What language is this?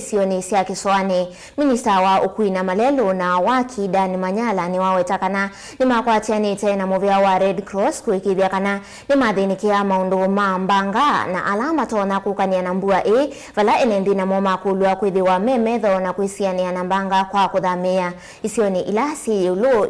Kamba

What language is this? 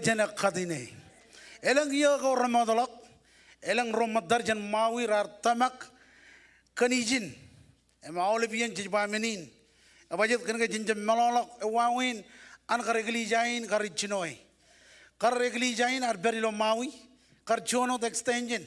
Marshallese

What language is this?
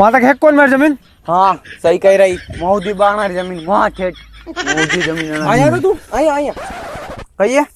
Rajasthani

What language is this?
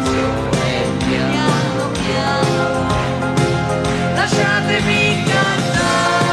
Italian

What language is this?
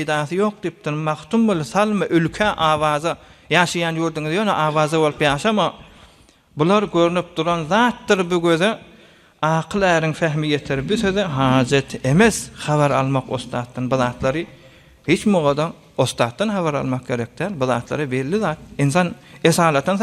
Turkmen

